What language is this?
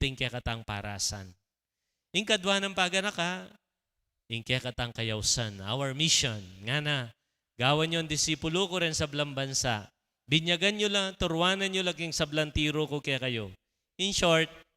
Pampanga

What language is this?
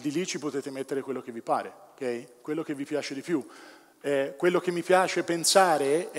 Italian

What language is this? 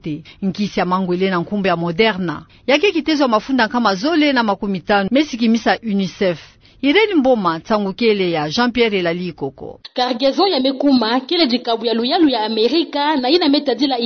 Kituba (Democratic Republic of Congo)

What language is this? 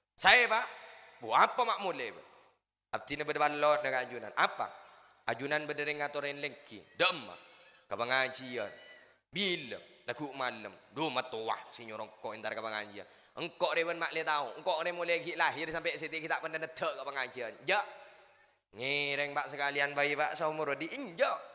Madurese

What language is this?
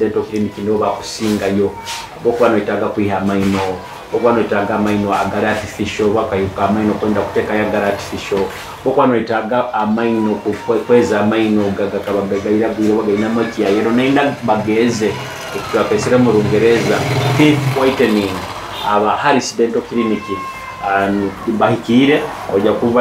Nyoro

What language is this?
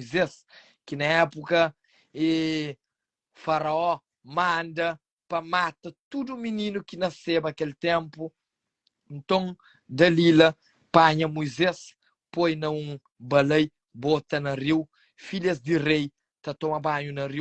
Kabuverdianu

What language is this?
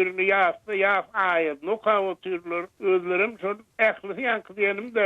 Turkmen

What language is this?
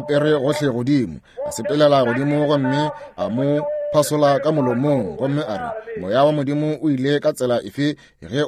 Northern Sotho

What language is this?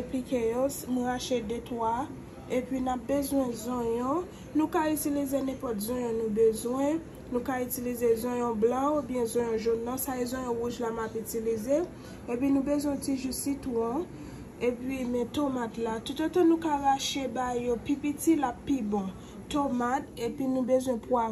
Haitian Creole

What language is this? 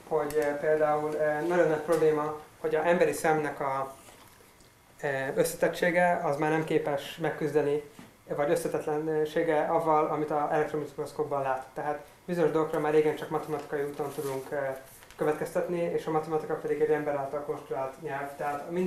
Hungarian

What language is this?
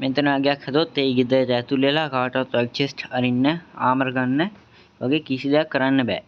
Sinhala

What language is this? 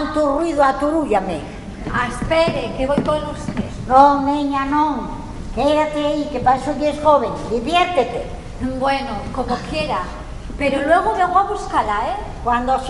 Asturian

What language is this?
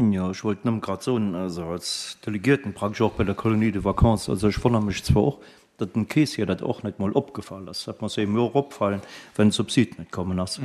Luxembourgish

